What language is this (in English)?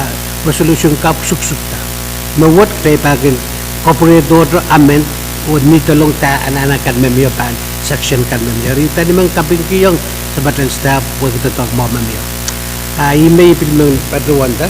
Pohnpeian